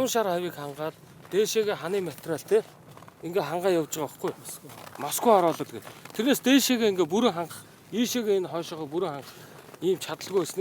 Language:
Mongolian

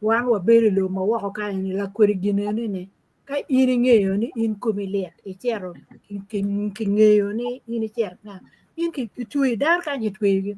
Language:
Acoli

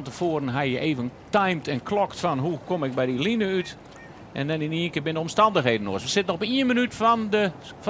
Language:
Western Frisian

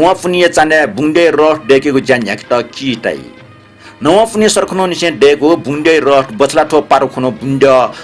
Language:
Newari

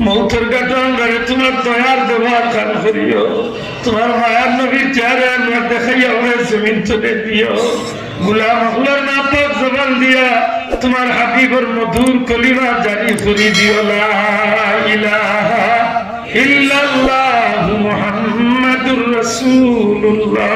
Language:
Sylheti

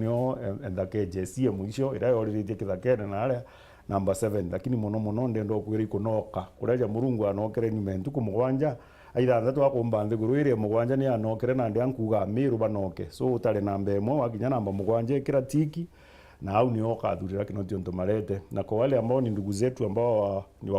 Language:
Meru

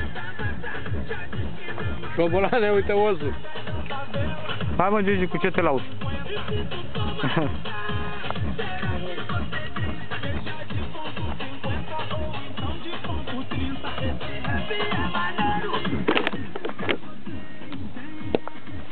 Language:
Romanian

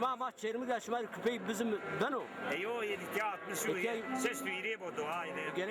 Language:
Zaza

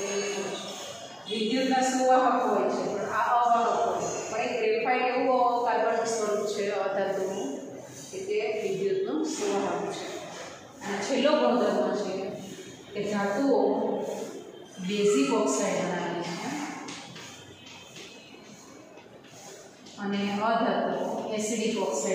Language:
Gujarati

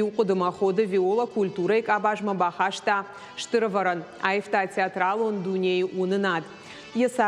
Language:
Ossetic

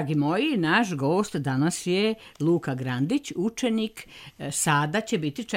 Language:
Serbian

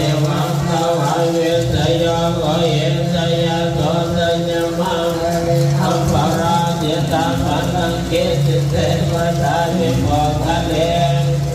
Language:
Pali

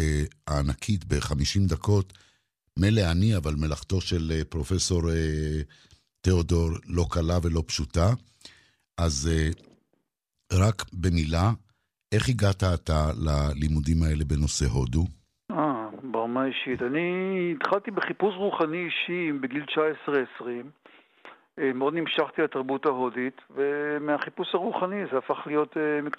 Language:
Hebrew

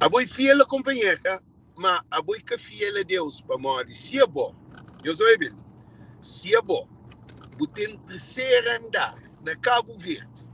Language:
Kabuverdianu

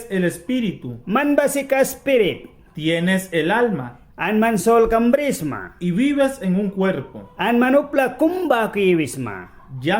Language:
Mískito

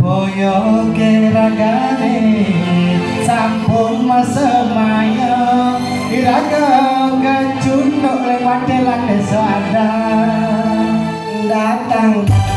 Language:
Balinese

